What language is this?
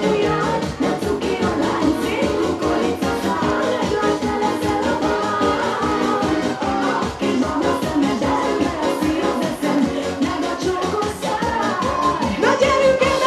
Hungarian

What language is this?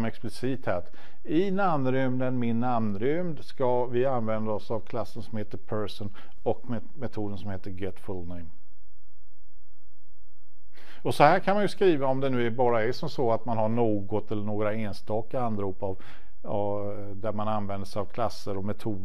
Swedish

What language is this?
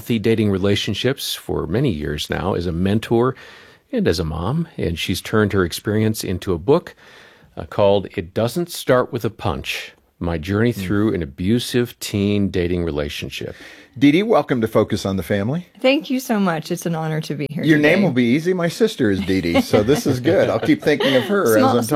English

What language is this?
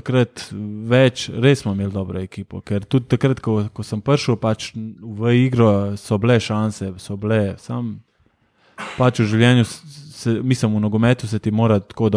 Slovenian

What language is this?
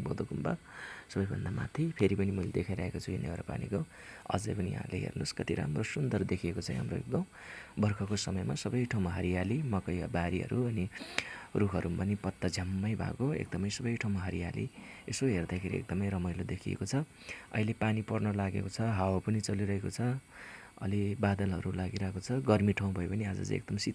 Nepali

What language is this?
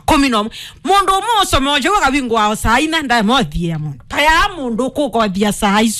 Kamba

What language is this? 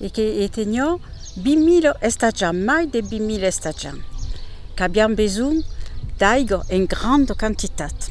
Occitan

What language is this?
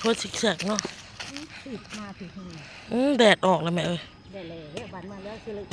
Northeastern Thai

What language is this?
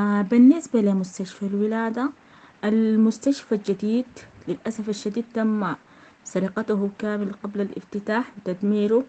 Sudanese Arabic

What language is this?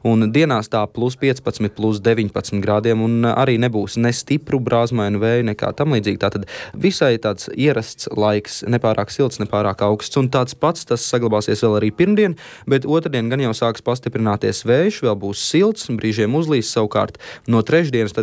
Latvian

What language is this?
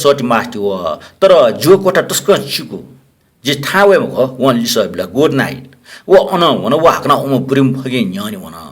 Newari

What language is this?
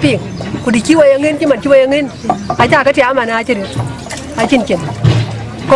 Dinka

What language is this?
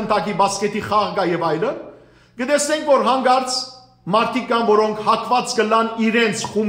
Western Armenian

